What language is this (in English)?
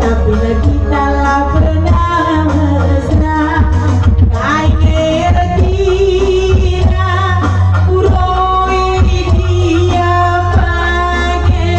Batak Karo